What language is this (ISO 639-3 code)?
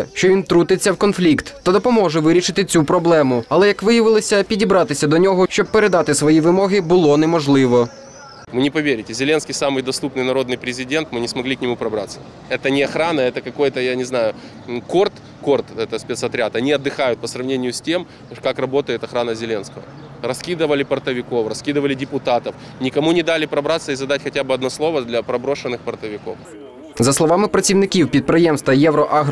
ukr